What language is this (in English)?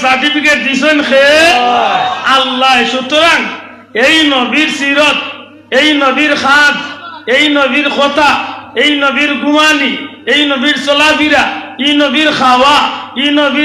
Sylheti